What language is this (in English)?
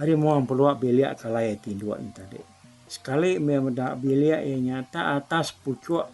Iban